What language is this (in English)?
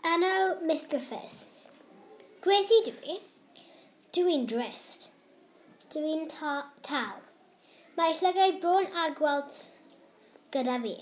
Welsh